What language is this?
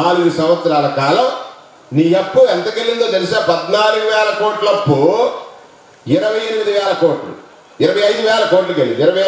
Telugu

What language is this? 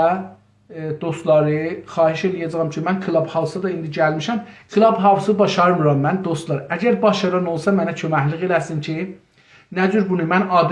South Azerbaijani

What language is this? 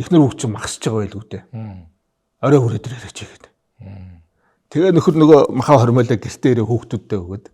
Mongolian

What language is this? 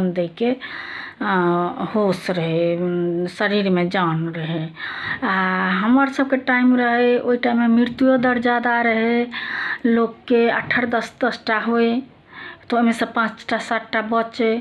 Maithili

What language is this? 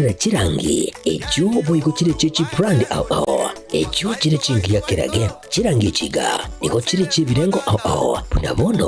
Gusii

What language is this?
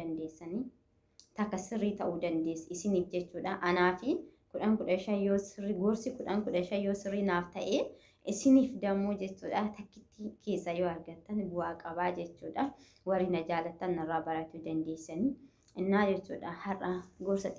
Oromo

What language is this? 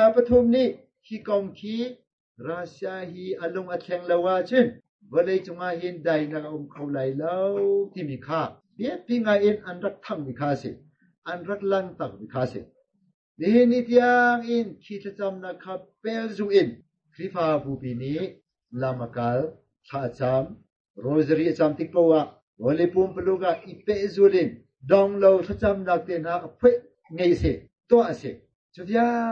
Hakha Chin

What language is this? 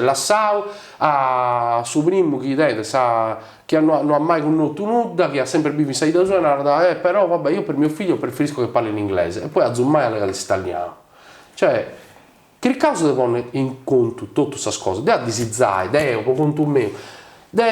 Sardinian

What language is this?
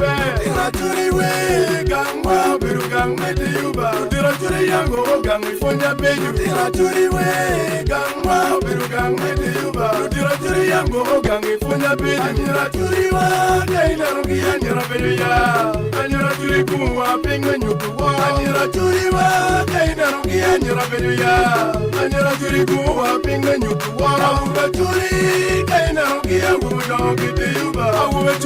Acoli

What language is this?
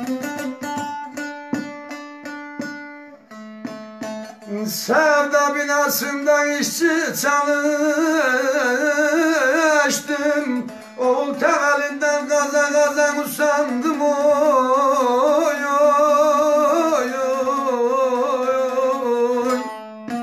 Turkish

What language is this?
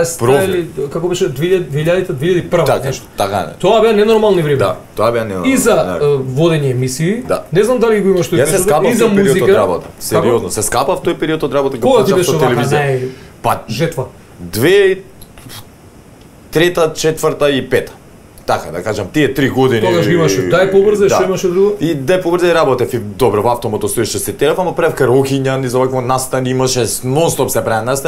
Macedonian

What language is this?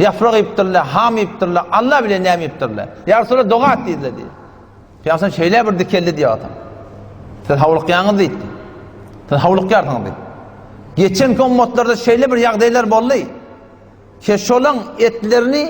Turkmen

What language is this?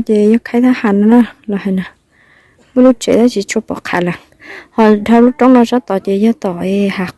Hmong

